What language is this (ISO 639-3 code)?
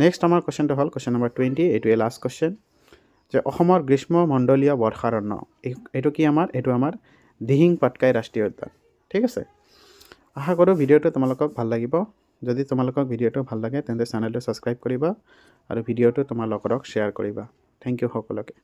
asm